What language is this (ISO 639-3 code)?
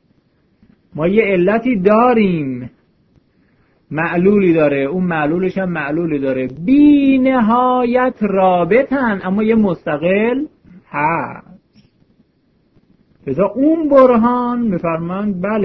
fas